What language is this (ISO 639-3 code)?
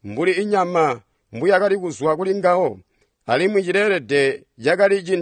toi